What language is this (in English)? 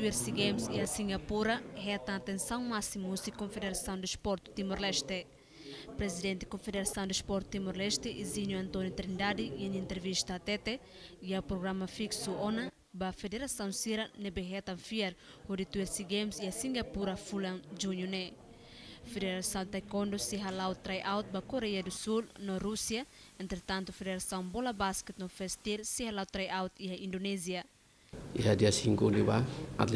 Tetum